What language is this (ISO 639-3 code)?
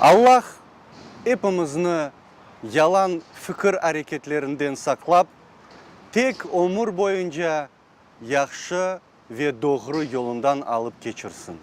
crh